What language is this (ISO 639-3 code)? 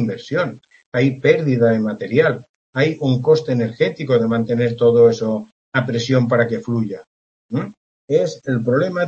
spa